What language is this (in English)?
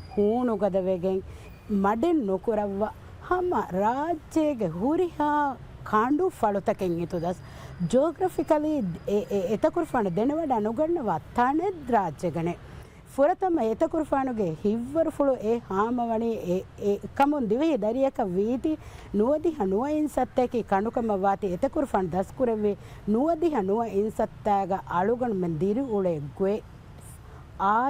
Divehi